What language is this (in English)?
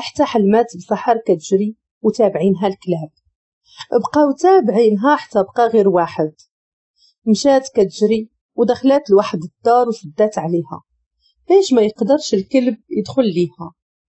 Moroccan Arabic